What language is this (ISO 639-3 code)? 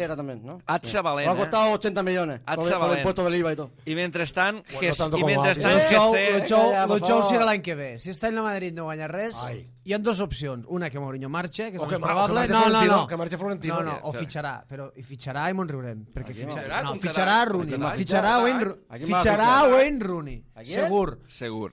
cat